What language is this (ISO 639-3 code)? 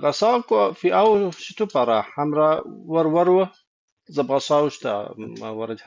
kbd